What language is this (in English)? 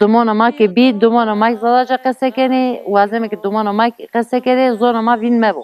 Zaza